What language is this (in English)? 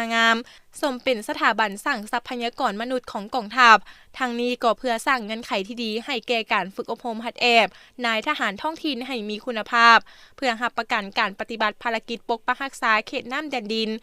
Lao